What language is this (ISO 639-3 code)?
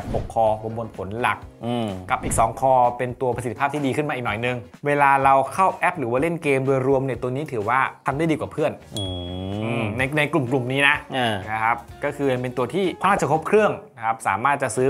tha